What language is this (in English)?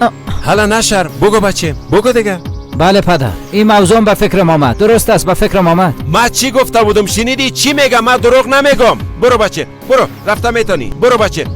Persian